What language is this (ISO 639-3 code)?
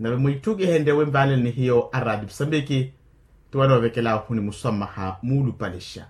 vmw